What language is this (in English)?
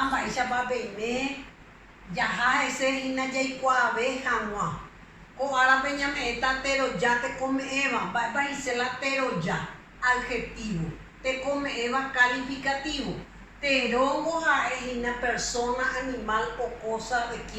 Guarani